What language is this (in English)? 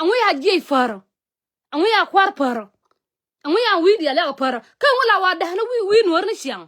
Nuer